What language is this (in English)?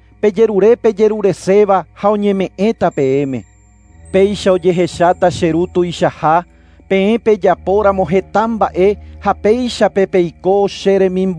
Guarani